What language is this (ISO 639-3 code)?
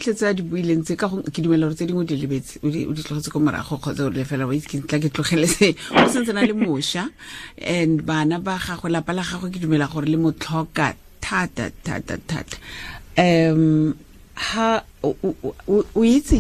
tsn